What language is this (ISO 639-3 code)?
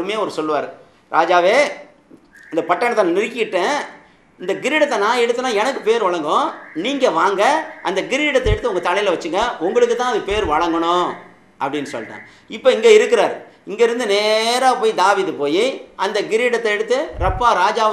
tam